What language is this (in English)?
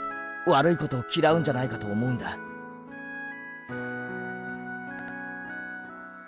Japanese